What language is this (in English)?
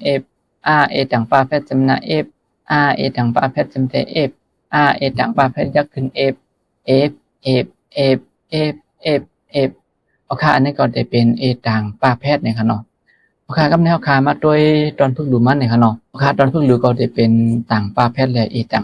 Shan